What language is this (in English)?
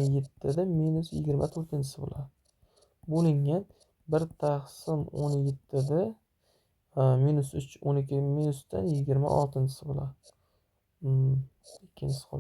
Uzbek